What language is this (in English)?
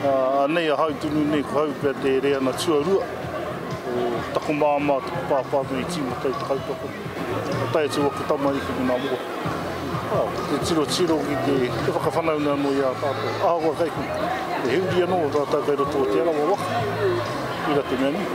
Māori